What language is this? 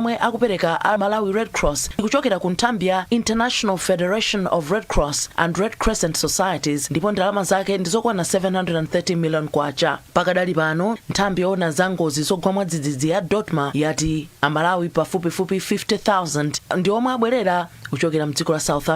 Nyanja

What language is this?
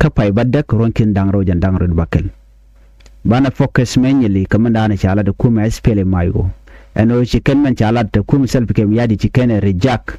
Nuer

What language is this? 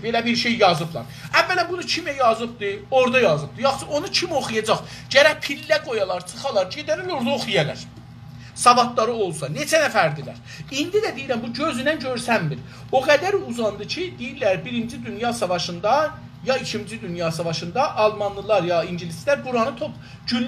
South Azerbaijani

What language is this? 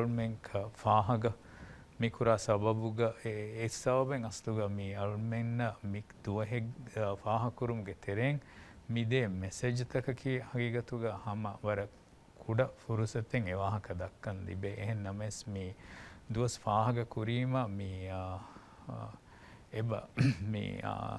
Divehi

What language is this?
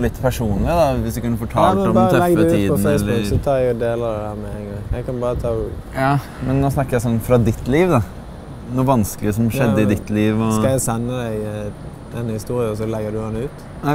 Norwegian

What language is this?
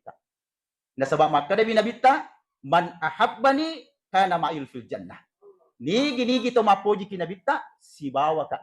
Buginese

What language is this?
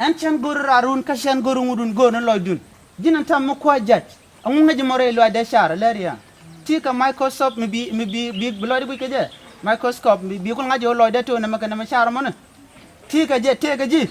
Nuer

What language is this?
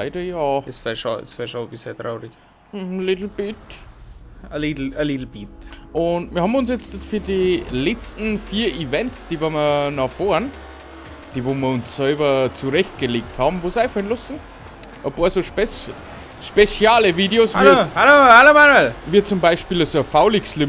Bavarian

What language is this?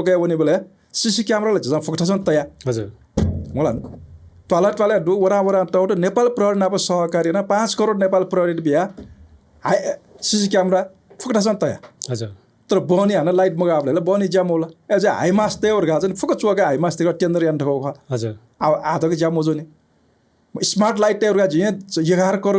Newari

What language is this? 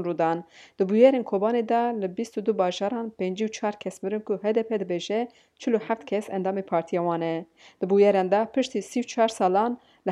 Kurdish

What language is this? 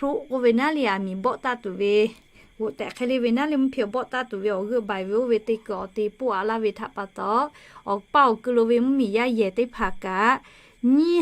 Lahu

